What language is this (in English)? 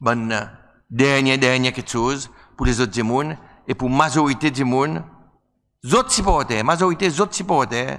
Seselwa Creole French